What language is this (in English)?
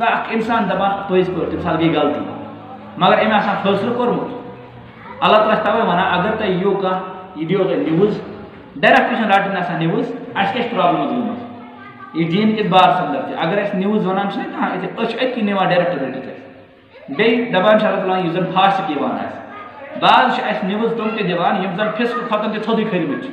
Kashmiri